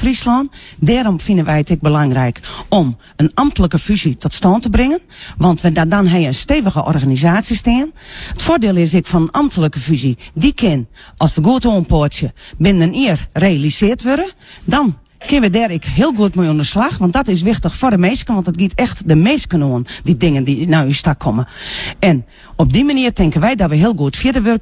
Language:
Western Frisian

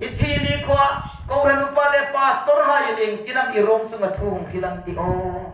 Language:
Hmar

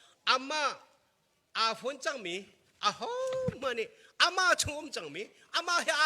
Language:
Hakha Chin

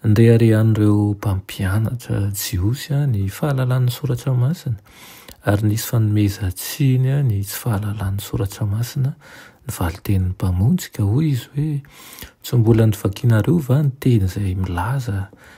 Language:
Malagasy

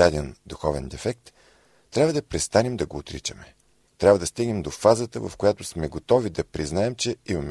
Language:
Bulgarian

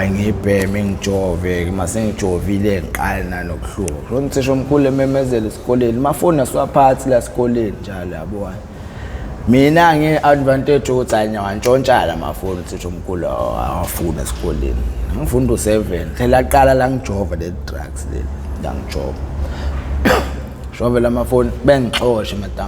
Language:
Zulu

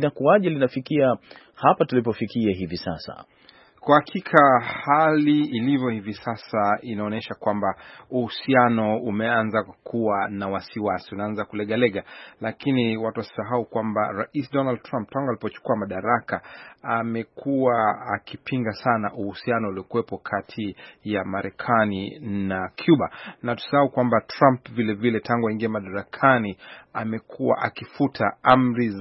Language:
Swahili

